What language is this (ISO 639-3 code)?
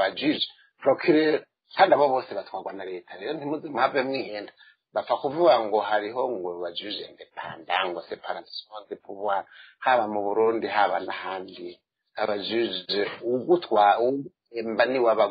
run